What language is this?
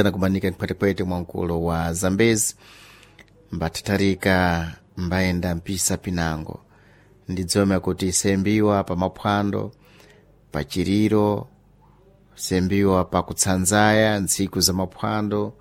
Sena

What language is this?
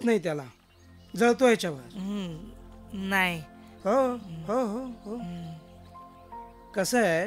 Marathi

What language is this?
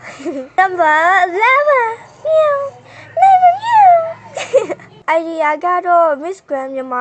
Burmese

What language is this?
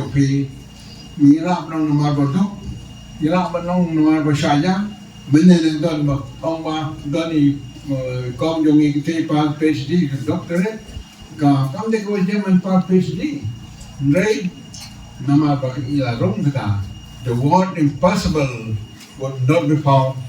Khasi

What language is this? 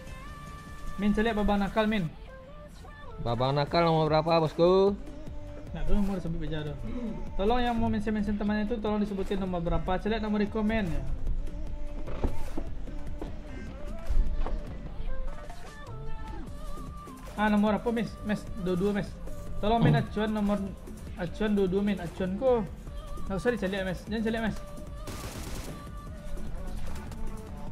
Indonesian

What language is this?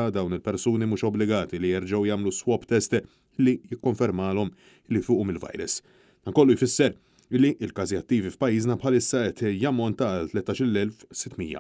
Maltese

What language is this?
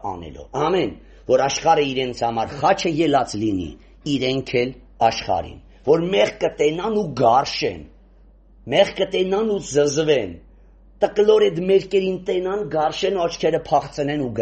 Armenian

